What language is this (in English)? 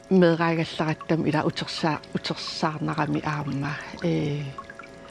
Kalaallisut